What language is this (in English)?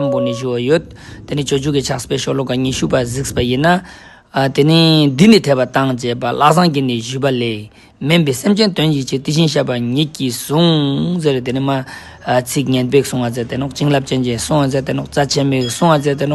Ladakhi